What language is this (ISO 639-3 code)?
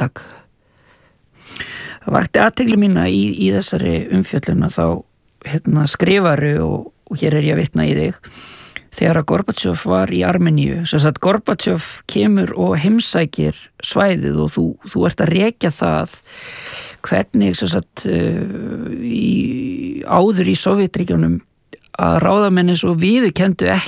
isl